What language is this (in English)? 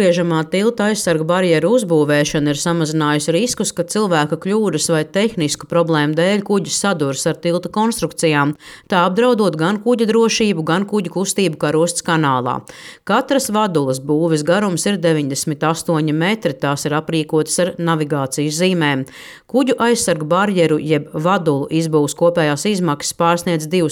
Latvian